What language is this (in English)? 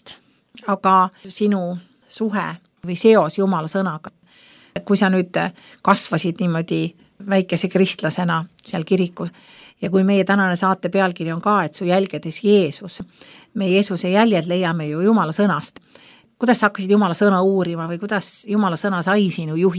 Estonian